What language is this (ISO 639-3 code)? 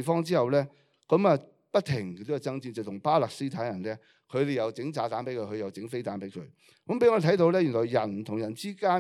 yue